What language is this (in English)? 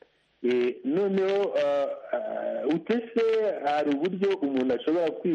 Kinyarwanda